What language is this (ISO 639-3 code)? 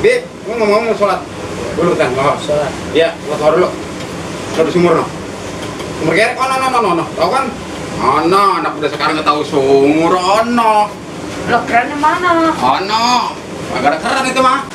bew